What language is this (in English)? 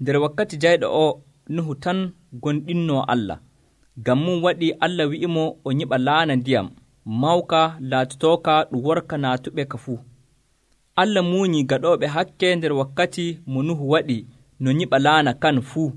Nigerian Fulfulde